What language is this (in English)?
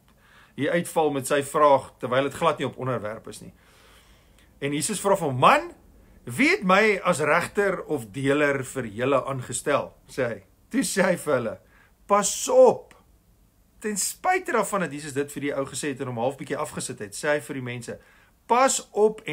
Afrikaans